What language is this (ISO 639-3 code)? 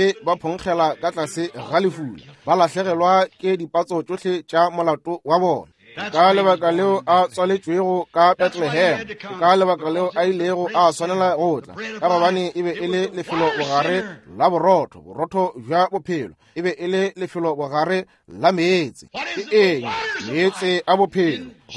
nso